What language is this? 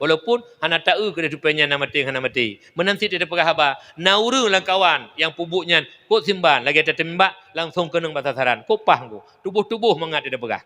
Achinese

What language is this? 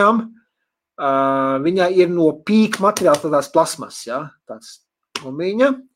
Latvian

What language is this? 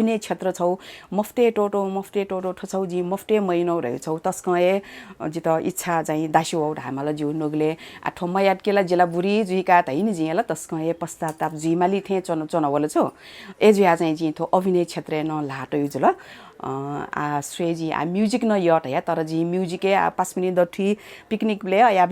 Newari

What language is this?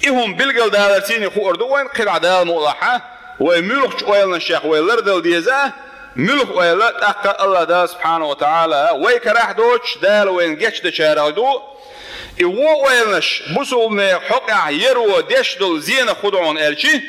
Chechen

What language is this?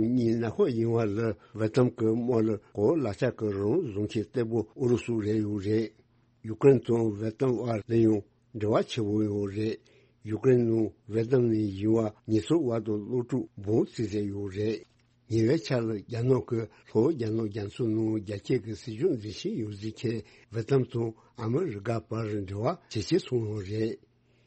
Tibetan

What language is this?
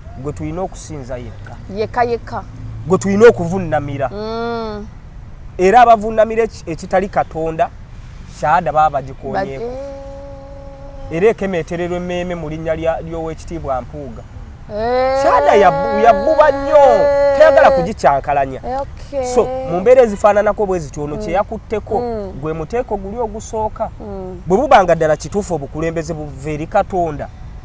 Ganda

